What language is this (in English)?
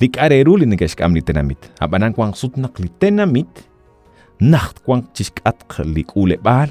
Kekchí